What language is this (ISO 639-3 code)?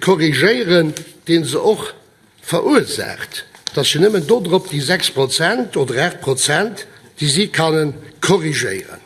ltz